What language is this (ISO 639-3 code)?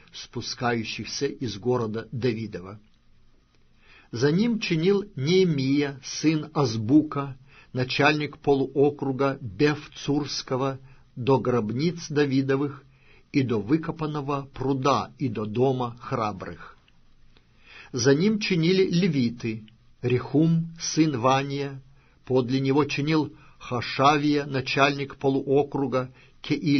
rus